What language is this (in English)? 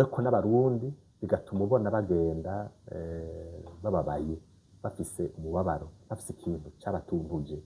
Rundi